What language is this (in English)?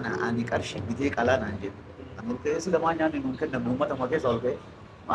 Oromo